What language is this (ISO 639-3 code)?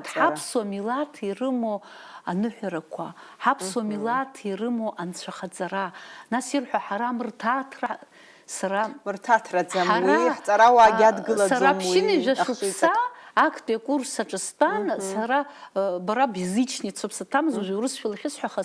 abk